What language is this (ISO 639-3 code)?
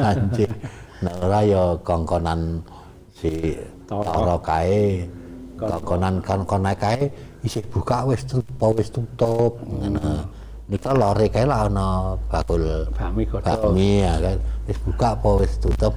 jav